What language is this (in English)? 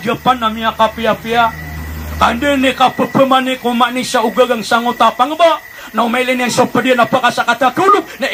Maranao